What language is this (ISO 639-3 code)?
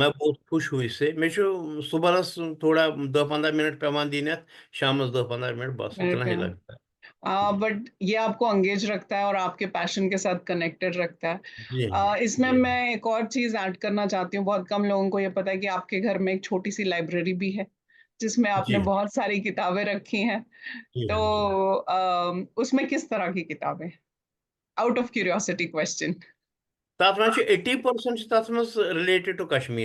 kas